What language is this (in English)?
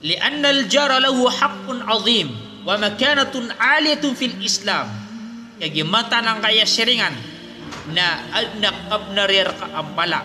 Maranao